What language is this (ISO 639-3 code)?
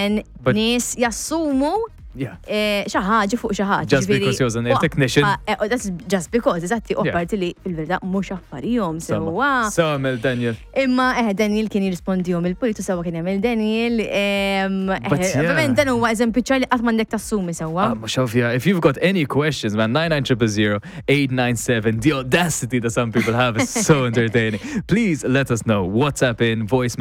mlt